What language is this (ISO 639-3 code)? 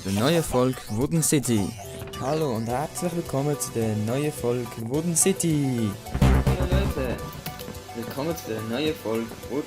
gsw